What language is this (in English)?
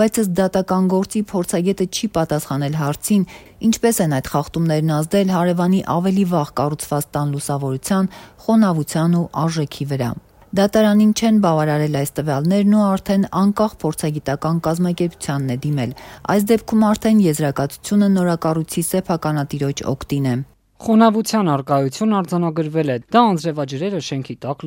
Armenian